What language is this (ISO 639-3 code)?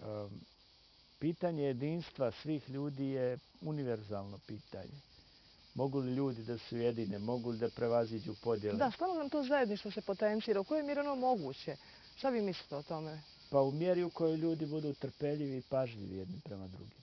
bos